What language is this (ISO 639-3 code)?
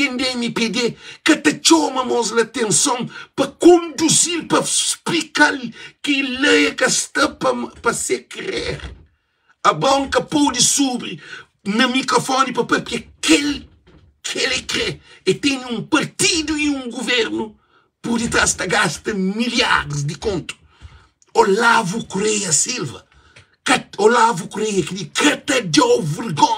kea